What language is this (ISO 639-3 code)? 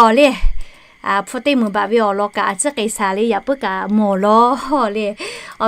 lhu